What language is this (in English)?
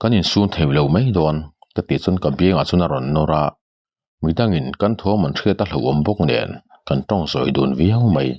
Mizo